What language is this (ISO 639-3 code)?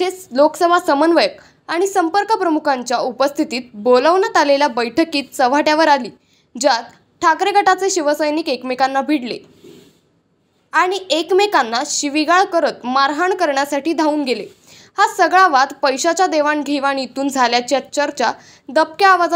mar